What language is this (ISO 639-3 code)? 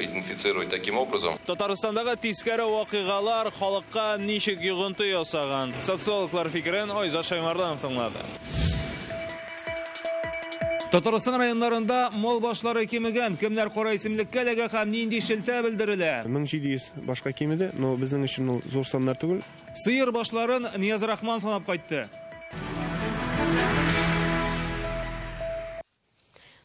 tat